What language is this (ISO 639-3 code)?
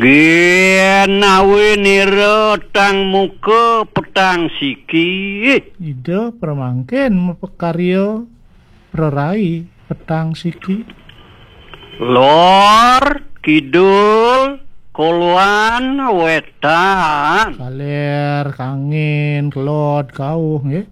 ban